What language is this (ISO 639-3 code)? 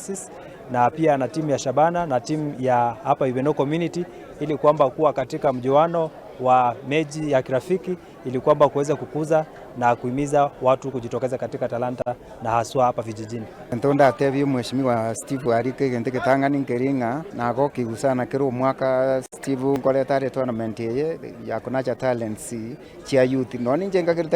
guz